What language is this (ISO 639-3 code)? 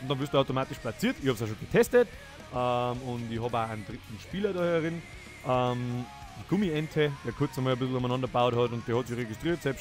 bar